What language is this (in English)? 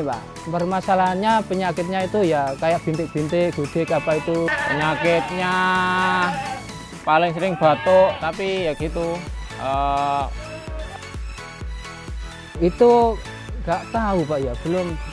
Indonesian